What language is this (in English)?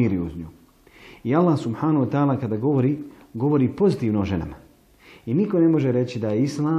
Bosnian